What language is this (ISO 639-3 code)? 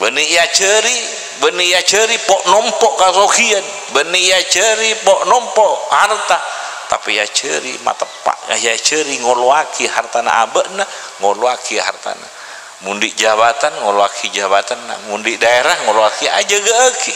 mad